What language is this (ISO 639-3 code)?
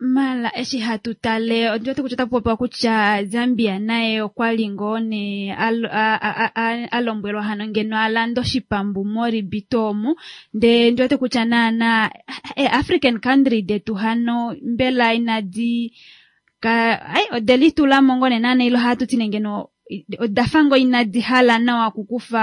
kua